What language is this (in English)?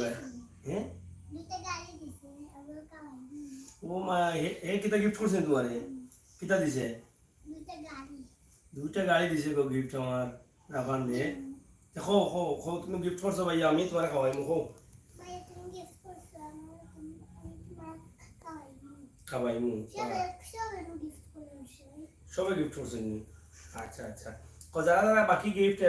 Sylheti